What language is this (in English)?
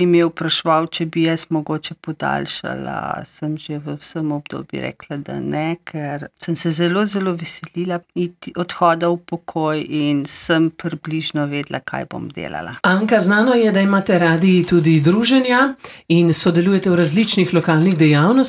Slovenian